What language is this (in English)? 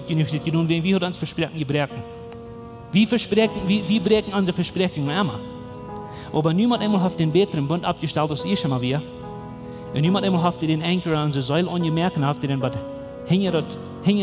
Plautdietsch